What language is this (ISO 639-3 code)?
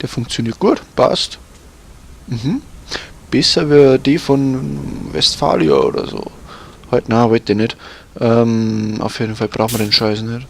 bar